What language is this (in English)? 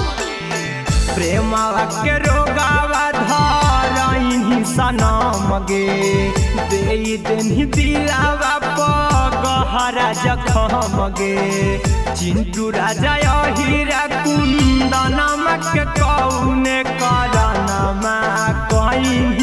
Magahi